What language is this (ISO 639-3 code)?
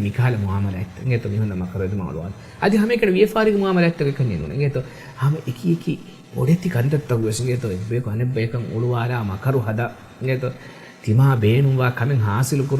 div